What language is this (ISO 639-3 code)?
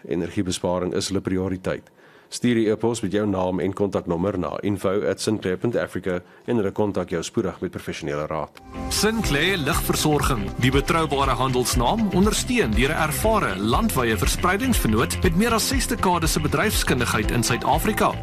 afr